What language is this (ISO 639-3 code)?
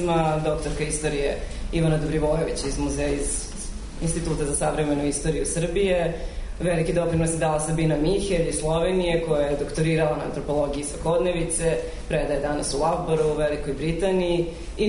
srp